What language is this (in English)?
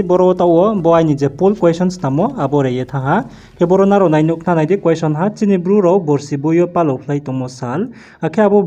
Riang (India)